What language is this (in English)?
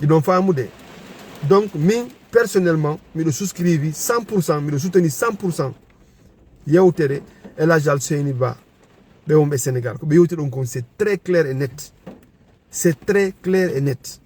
Fula